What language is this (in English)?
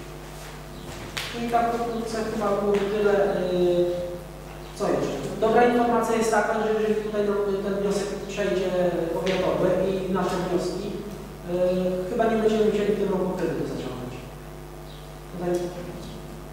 Polish